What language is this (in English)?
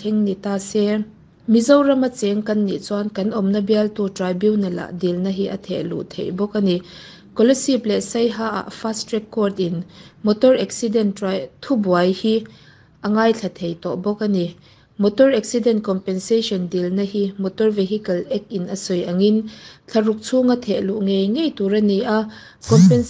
Mizo